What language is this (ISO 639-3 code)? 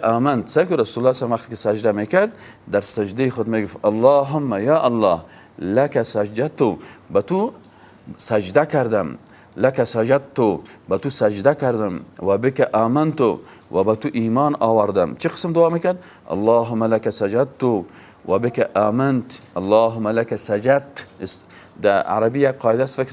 fas